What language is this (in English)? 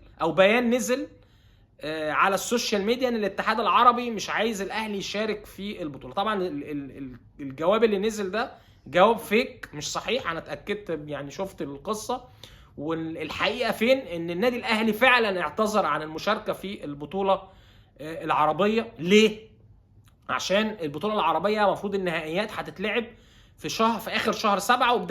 Egyptian Arabic